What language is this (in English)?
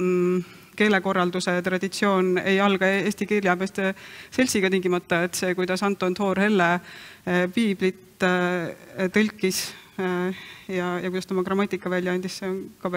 Estonian